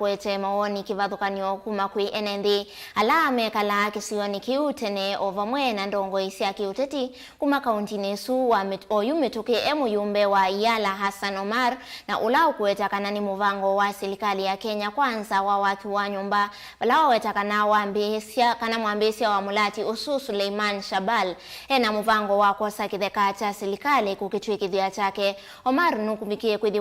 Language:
Kamba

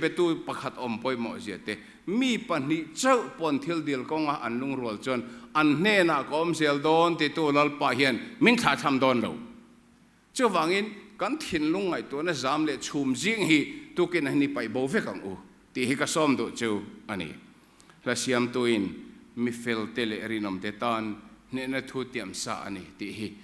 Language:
Mizo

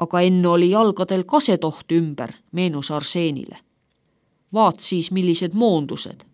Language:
Estonian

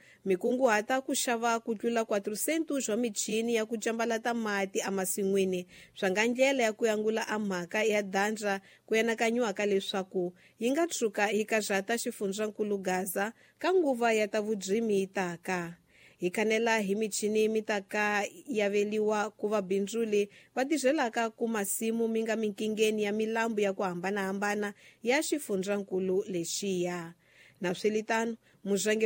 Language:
Tsonga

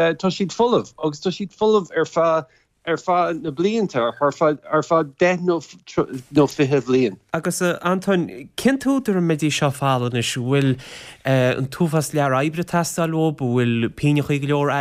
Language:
Irish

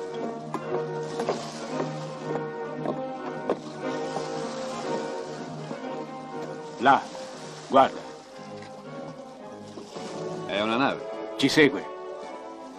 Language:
Italian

